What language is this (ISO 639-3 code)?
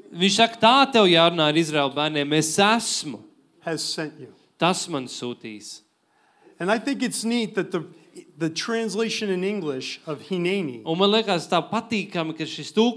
lav